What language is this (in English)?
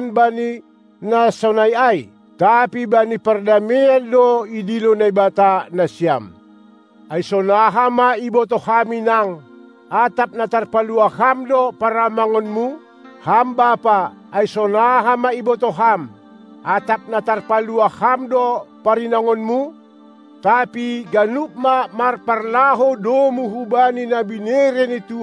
Batak Simalungun